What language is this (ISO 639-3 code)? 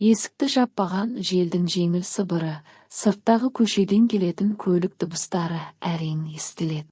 kaz